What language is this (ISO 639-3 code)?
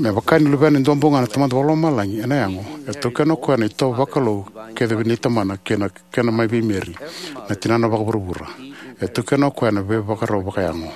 fij